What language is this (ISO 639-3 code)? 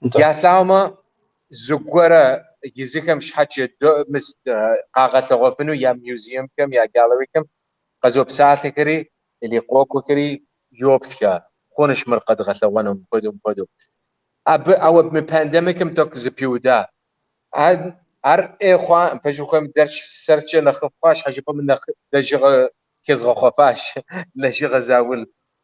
kbd